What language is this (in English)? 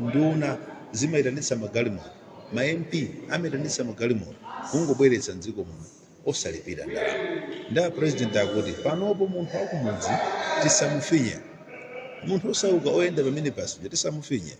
Nyanja